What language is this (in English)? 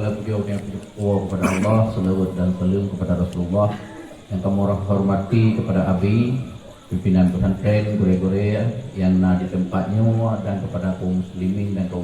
Achinese